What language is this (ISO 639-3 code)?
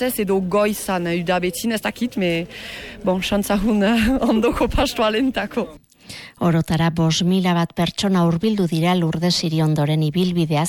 eus